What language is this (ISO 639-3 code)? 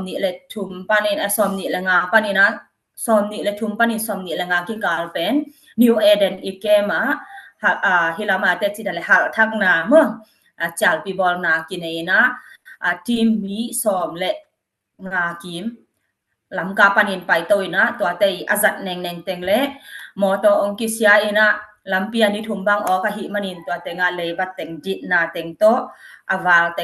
ctd